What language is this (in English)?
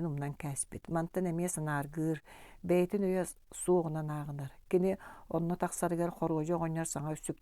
Yakut